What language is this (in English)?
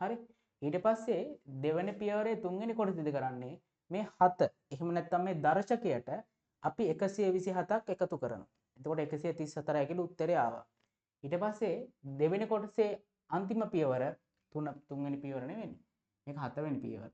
Sinhala